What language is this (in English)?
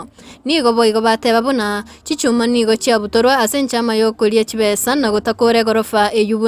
Gusii